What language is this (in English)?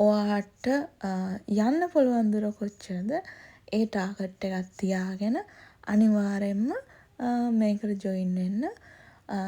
Sinhala